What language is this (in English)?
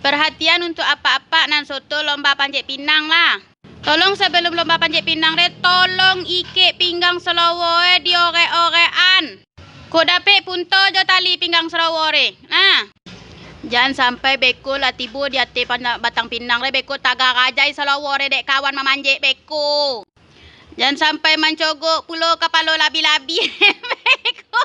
Minangkabau